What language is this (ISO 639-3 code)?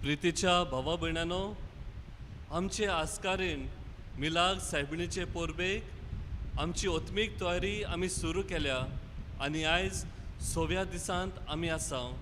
kok